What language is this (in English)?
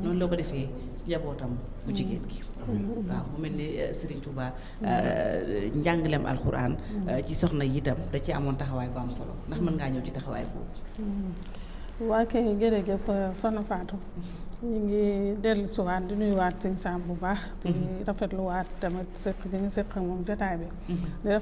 Wolof